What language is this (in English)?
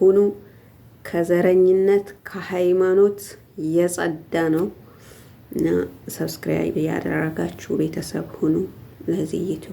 Amharic